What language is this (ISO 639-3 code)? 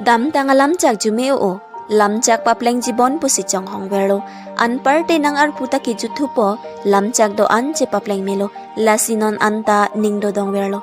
mjw